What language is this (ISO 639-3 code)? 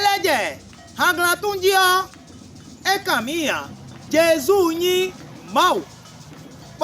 fon